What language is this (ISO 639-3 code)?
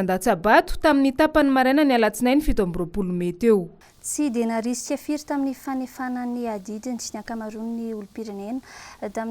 mlg